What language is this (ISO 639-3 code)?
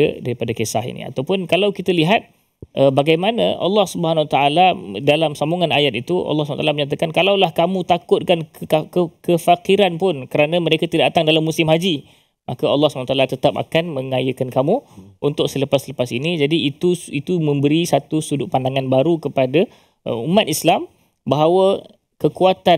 msa